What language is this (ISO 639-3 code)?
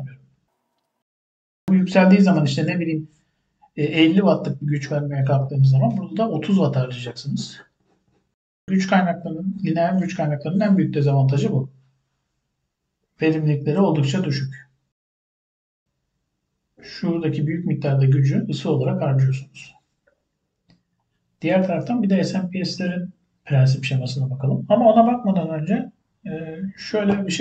tur